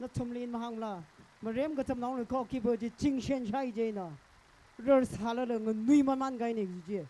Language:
Tangkhul Naga (India)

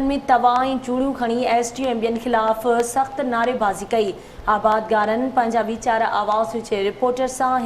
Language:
Sindhi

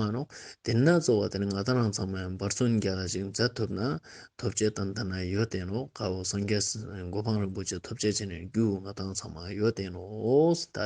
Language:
Ladakhi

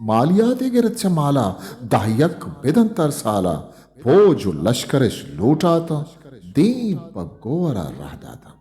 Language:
Eastern Balochi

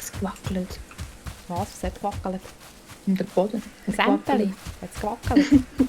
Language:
Swiss German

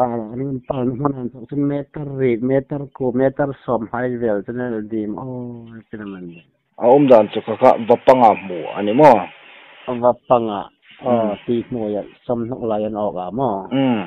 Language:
Hmar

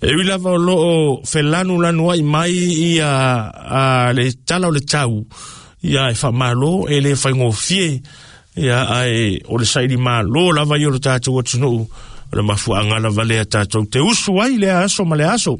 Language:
Samoan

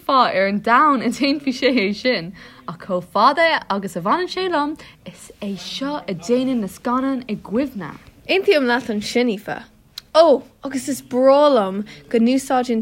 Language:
Irish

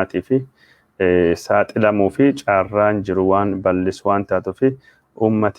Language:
Oromo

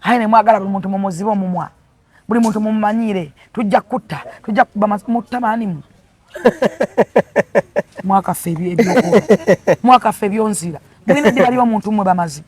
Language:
Ganda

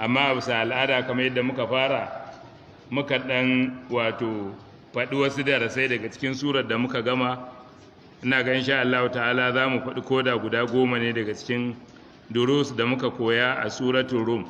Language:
Hausa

